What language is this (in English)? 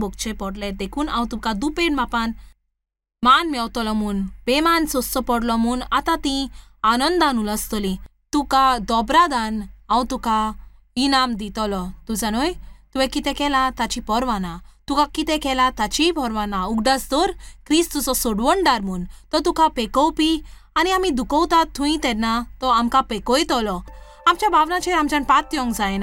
Konkani